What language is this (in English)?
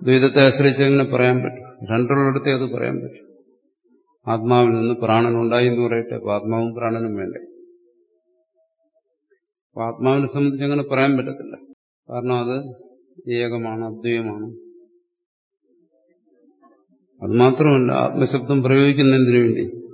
Malayalam